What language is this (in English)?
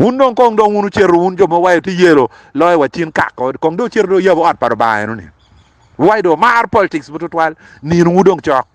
Acoli